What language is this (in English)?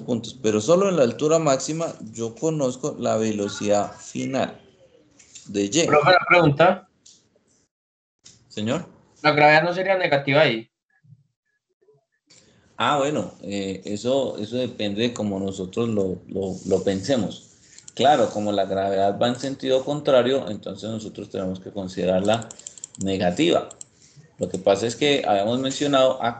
Spanish